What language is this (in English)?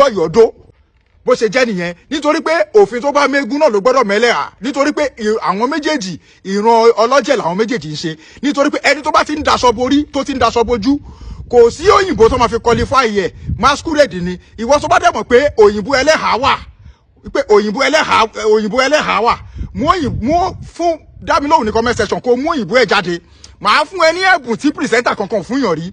Yoruba